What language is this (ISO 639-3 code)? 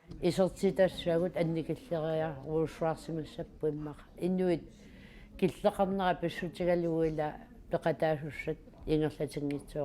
kal